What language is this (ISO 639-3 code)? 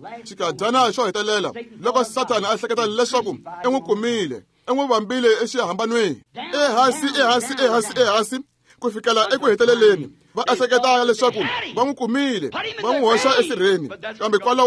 tso